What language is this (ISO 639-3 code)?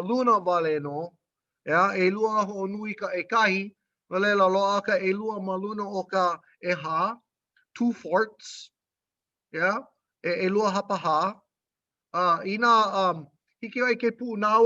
haw